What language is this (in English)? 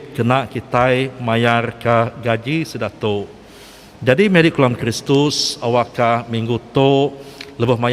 Iban